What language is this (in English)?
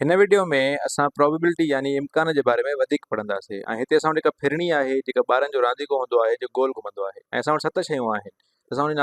Sindhi